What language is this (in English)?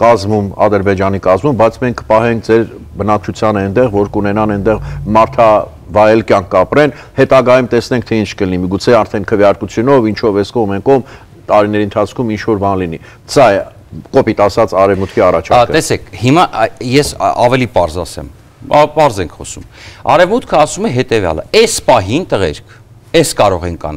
Armenian